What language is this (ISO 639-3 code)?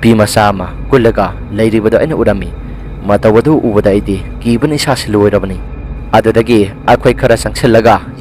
mni